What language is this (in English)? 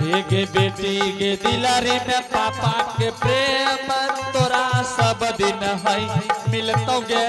Angika